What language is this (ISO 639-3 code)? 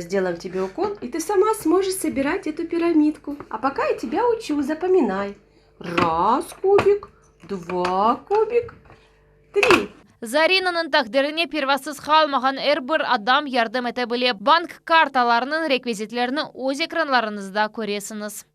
crh